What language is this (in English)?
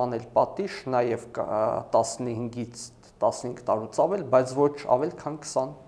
Armenian